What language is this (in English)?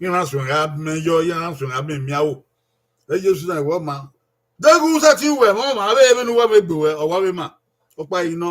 Bini